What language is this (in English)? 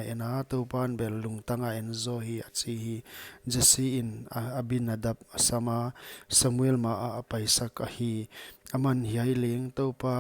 Paite Chin